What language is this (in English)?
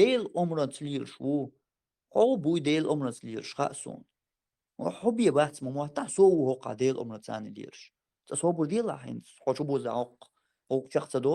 Chechen